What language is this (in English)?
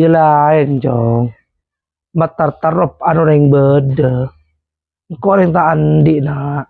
Madurese